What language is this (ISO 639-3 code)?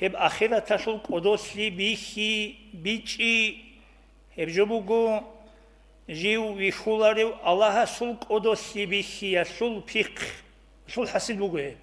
ava